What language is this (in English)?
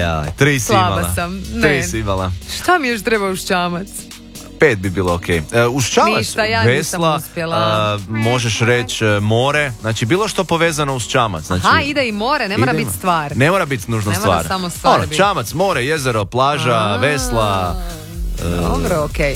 Croatian